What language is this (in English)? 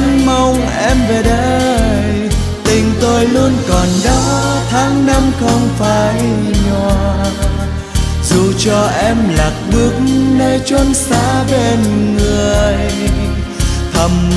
Vietnamese